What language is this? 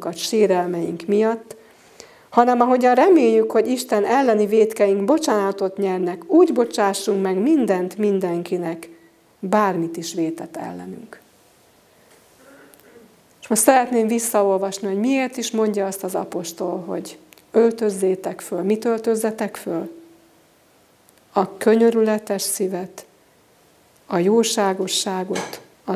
Hungarian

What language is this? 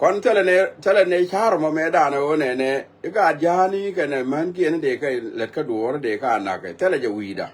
Nuer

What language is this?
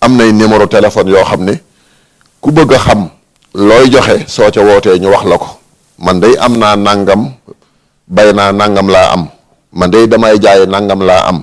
Wolof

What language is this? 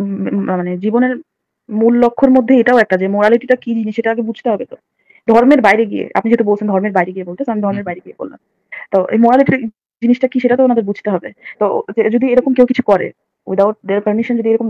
Bangla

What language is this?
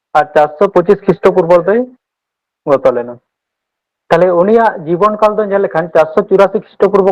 Santali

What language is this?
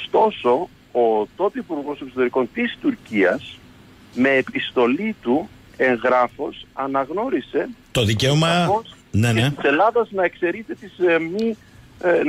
Greek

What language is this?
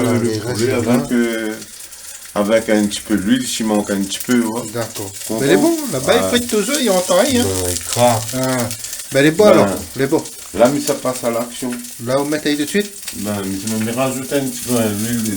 Réunion Creole French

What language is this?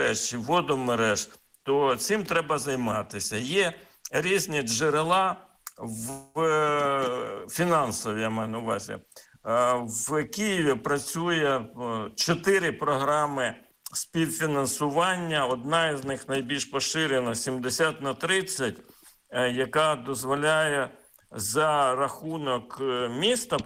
Ukrainian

